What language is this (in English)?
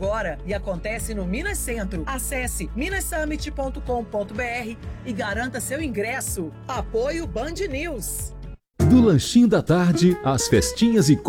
Portuguese